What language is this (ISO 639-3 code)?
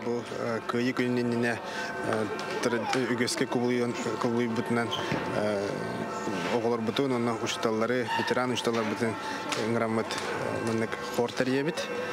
sah